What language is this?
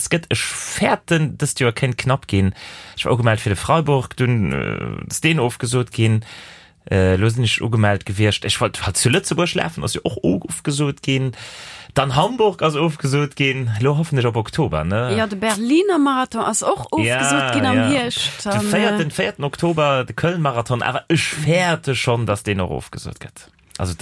Luxembourgish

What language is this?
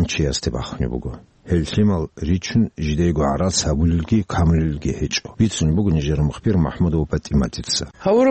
Avaric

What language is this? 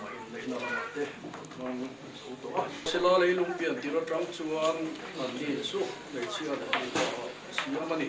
Mizo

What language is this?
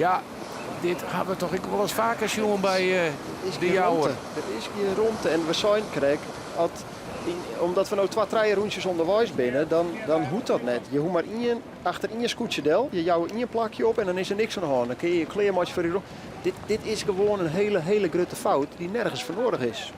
Western Frisian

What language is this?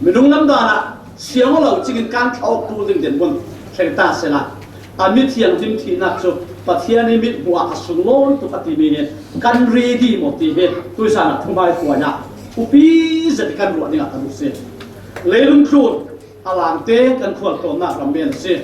Falam Chin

